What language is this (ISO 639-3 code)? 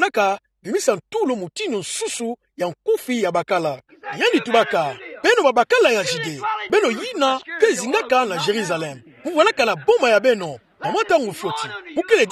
ktu